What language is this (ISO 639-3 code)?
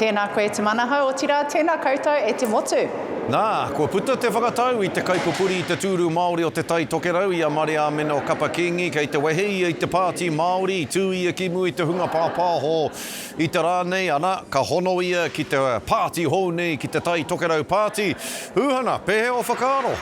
mri